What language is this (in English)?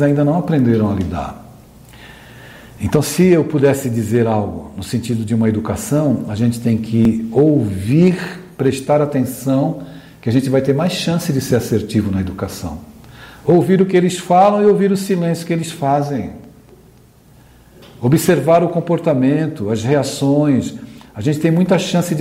Portuguese